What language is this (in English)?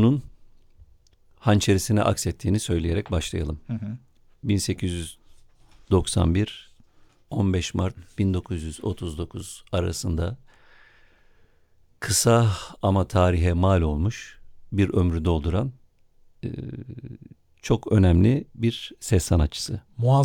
Turkish